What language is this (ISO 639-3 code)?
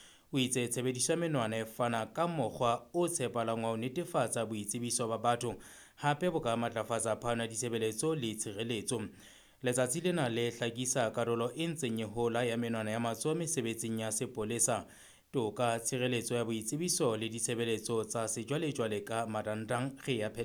sot